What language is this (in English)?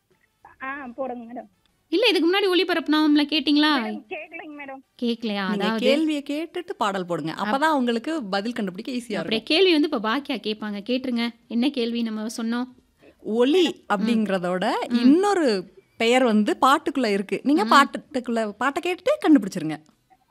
Tamil